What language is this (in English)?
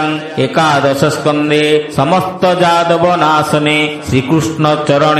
Odia